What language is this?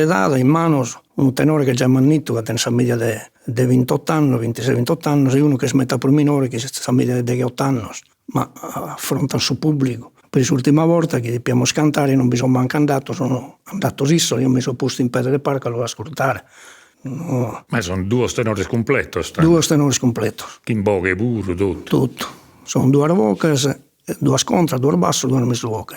Sardinian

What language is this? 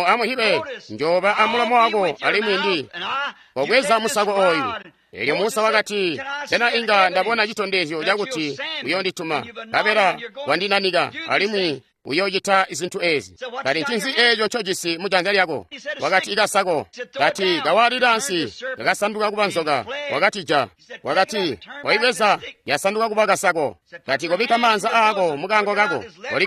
Tonga (Zambia)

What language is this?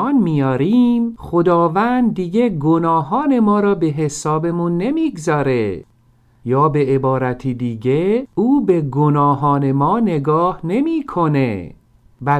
Persian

